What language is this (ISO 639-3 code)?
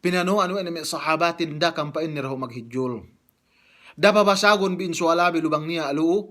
yka